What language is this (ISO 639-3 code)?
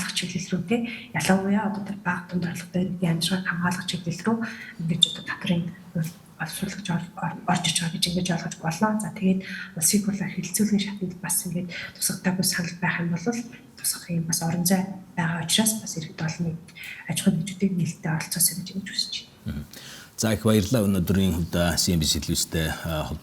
mon